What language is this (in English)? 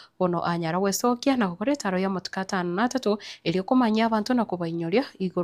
Gusii